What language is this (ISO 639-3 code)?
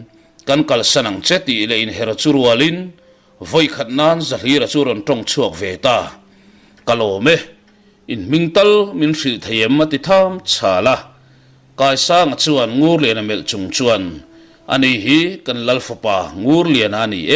lus